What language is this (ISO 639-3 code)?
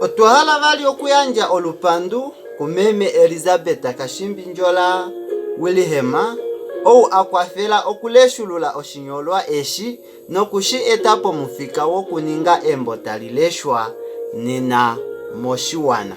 kua